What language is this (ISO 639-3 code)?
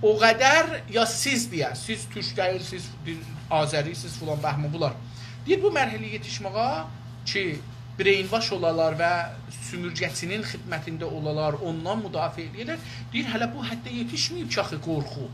azb